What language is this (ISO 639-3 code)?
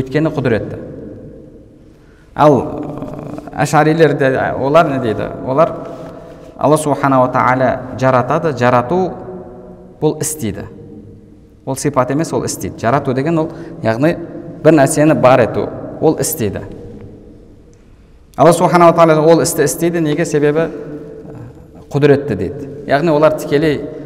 kaz